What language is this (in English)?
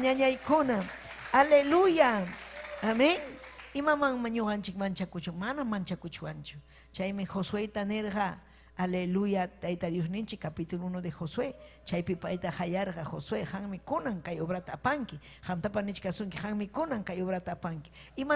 Ayacucho Quechua